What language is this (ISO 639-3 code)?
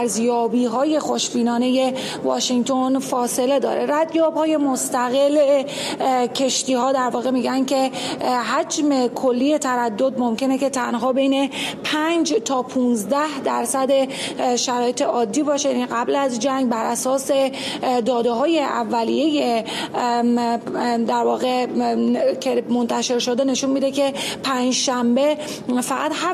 fas